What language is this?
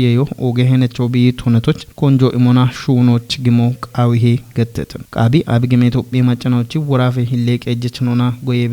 Kafa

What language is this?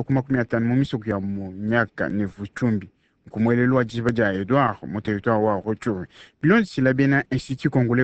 Luba-Lulua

